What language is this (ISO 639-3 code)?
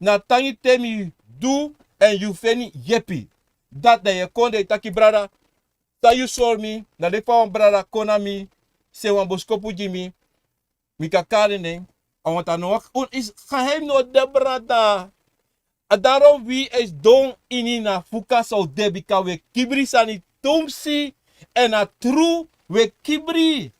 srn